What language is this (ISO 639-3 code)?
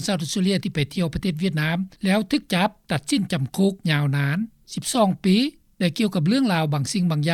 lao